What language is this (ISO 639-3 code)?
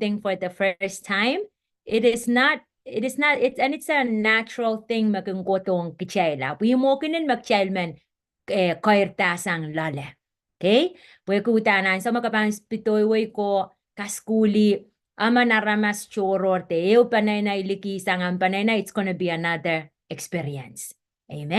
pon